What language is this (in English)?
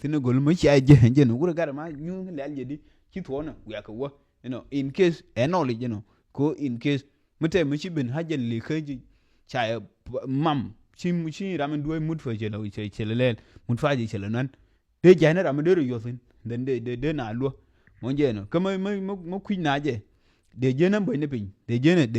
Nuer